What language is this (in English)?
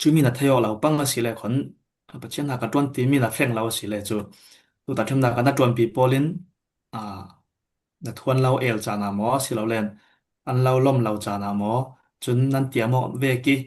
Falam Chin